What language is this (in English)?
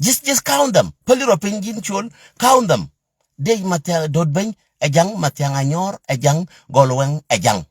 Nuer